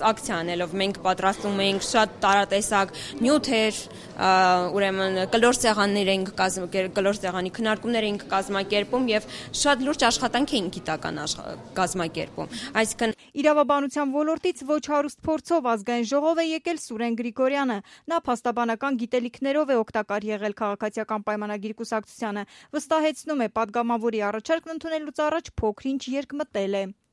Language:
Armenian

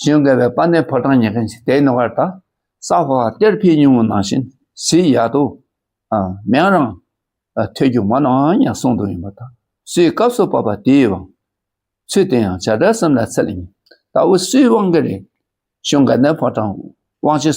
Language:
Dakpakha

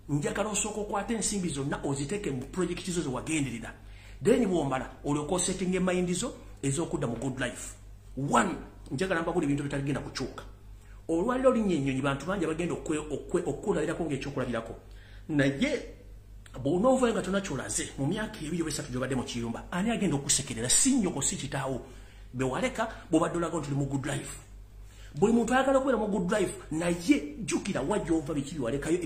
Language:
Ganda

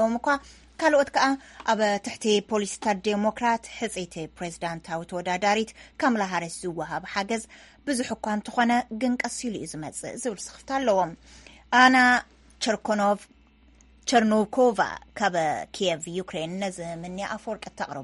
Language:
Tigrinya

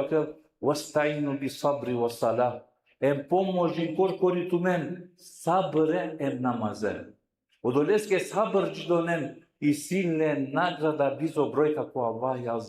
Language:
Balkan Romani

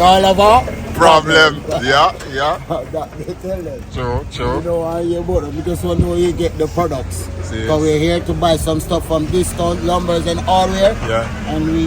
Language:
Jamaican Creole English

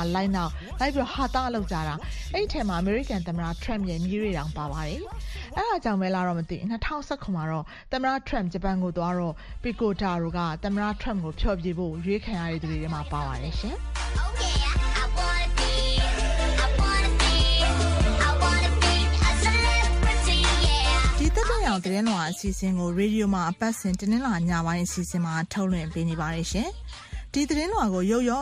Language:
Burmese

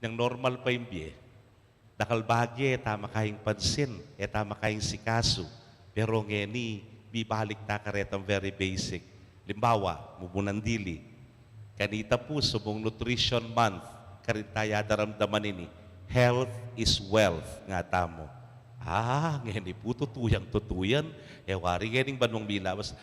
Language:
Pampanga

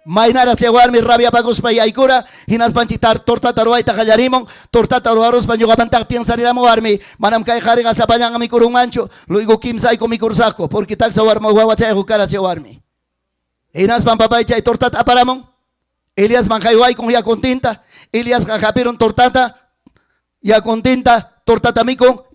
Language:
Ayacucho Quechua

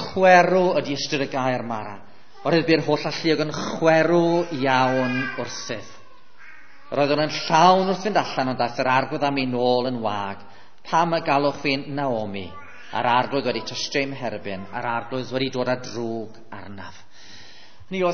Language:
Welsh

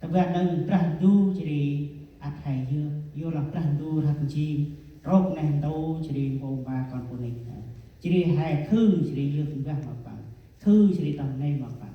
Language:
Central Mnong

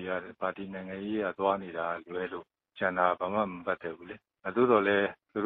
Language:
Burmese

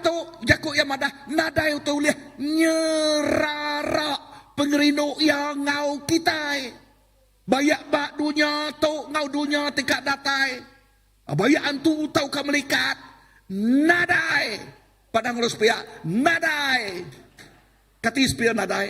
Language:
Iban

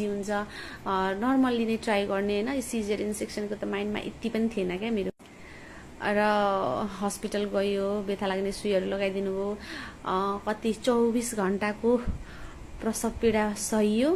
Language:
Nepali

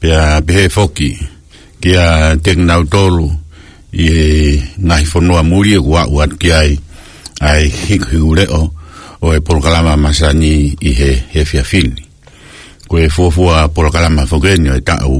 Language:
Tongan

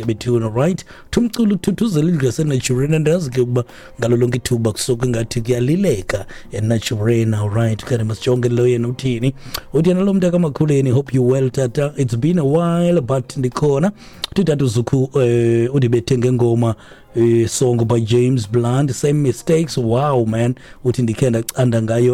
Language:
Xhosa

